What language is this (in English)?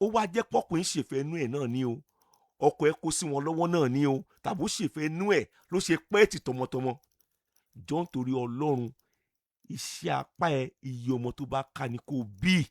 Yoruba